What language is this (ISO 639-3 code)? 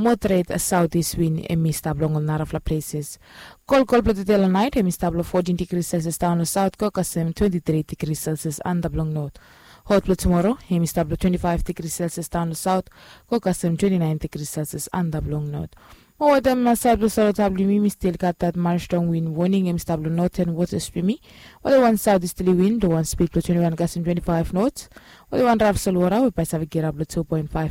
bis